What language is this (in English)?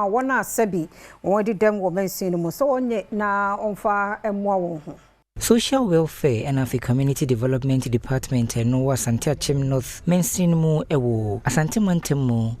Akan